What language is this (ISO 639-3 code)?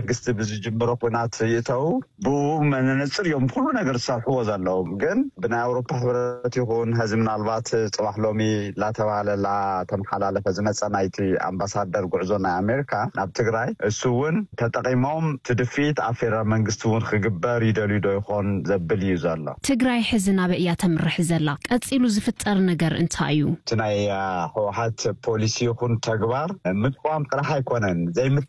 tir